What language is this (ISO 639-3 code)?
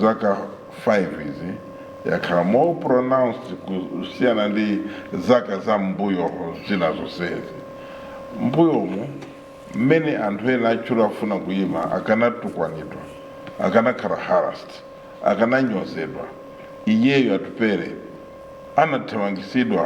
nya